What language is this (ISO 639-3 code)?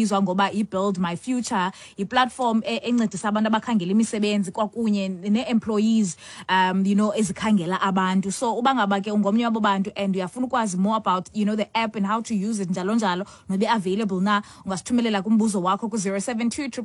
xho